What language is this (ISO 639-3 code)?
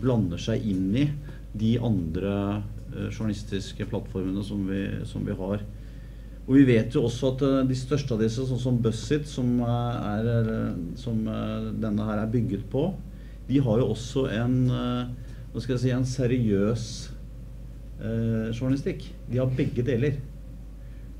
nor